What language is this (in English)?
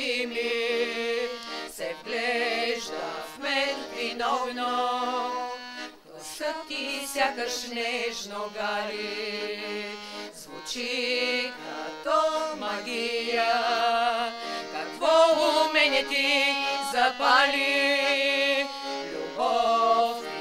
Bulgarian